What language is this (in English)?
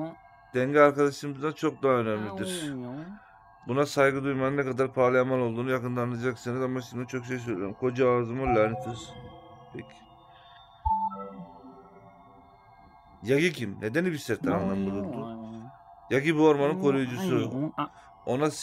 Turkish